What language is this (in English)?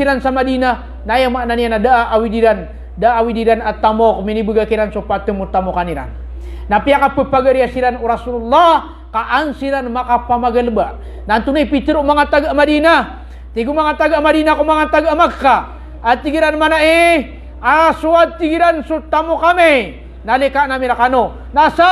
Maranao